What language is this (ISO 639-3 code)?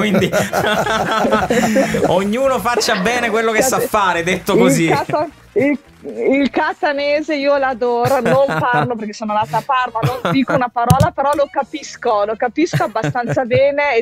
ita